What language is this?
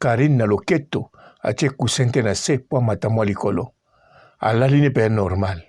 Lingala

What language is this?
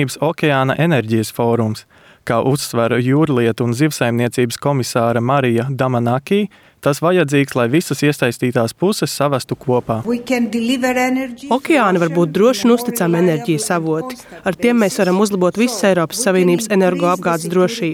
Latvian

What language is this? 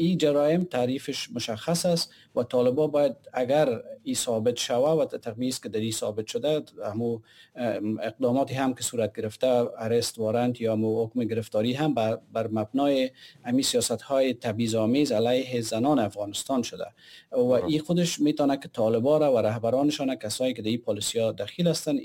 Persian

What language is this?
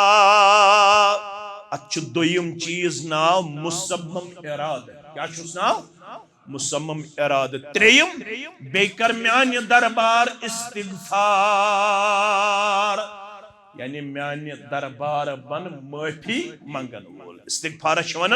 Kashmiri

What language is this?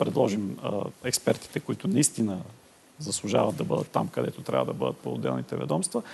Bulgarian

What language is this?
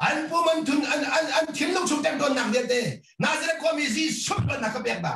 Hakha Chin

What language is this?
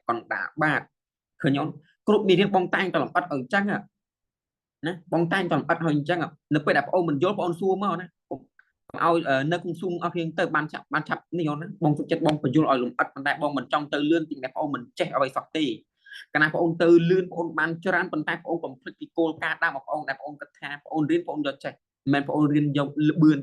Khmer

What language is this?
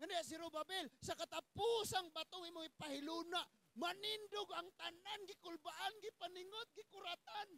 Cebuano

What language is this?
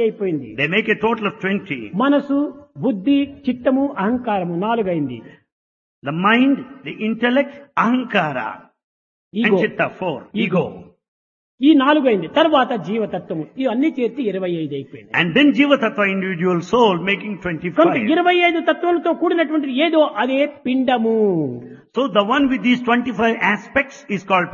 Telugu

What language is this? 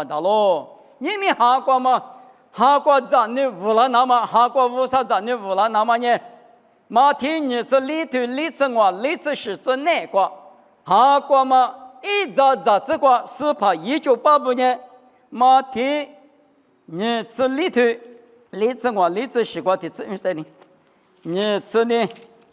Lisu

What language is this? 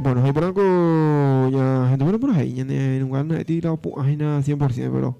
Guarani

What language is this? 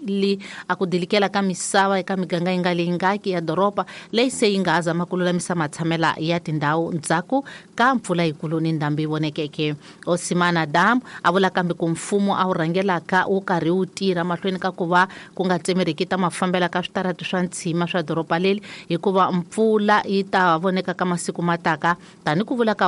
Tsonga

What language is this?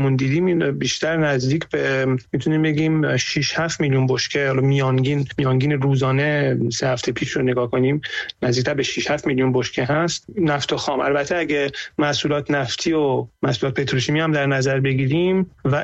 Persian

